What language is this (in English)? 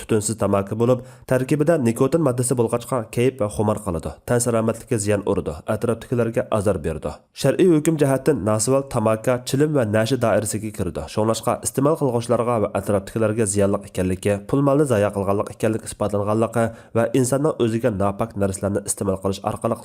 Uyghur